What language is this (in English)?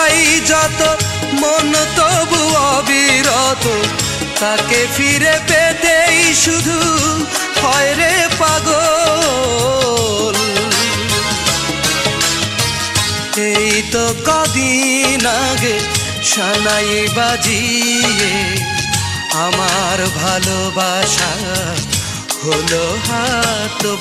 Bangla